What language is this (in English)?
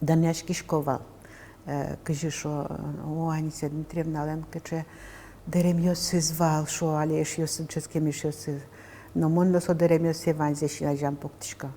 Udmurt